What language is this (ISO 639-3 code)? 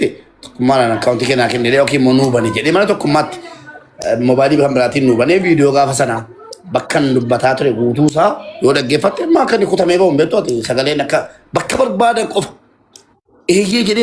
orm